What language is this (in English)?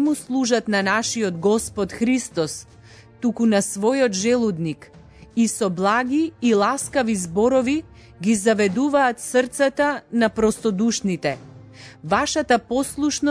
Macedonian